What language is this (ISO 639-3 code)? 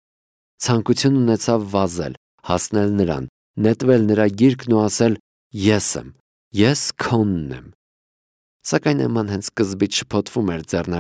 hye